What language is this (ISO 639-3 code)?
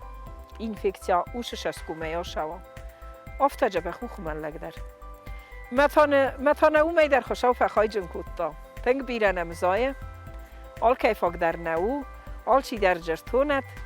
oss